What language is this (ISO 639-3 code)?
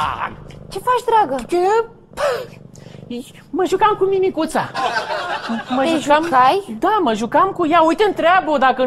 ron